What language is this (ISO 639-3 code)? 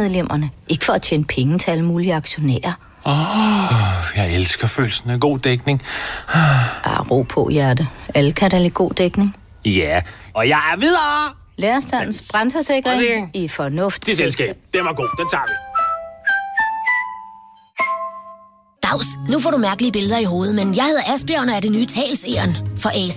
dan